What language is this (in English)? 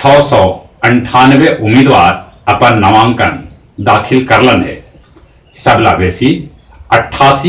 Magahi